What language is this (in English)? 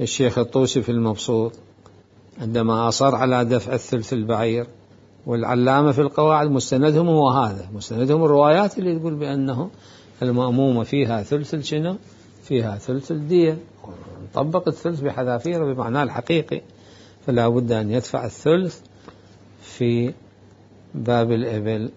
Mesopotamian Arabic